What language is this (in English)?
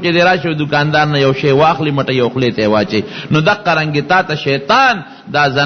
Pashto